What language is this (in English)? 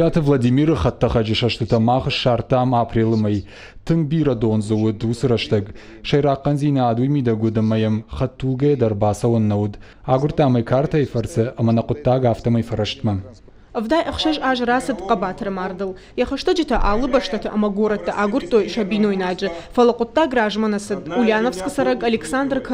Ossetic